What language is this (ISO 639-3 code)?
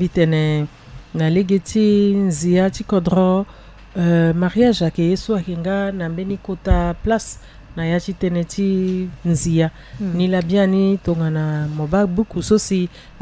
sag